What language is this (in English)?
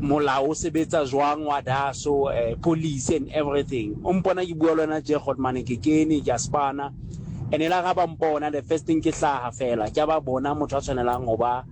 Southern Sotho